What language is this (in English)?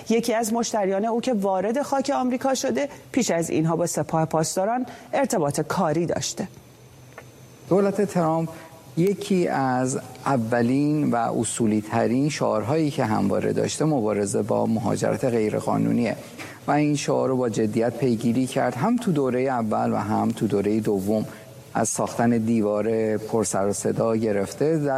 Persian